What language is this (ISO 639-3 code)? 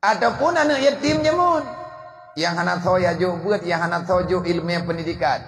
ace